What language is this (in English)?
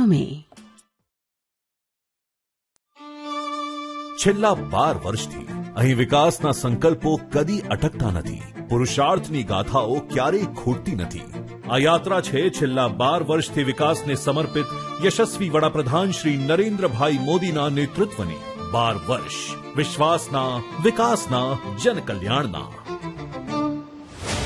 Gujarati